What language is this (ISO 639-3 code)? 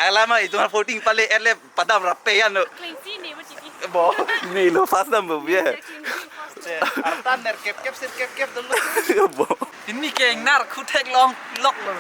mjw